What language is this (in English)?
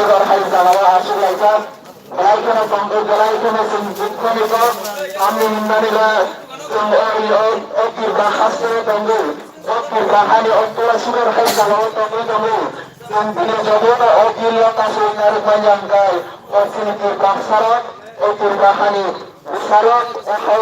Kok Borok